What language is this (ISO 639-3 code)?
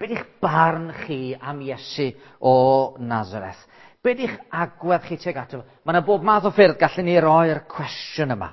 cym